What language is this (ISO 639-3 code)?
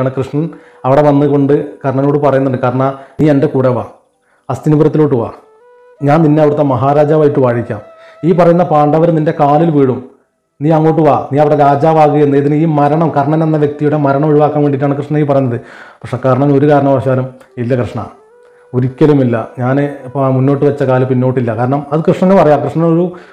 mal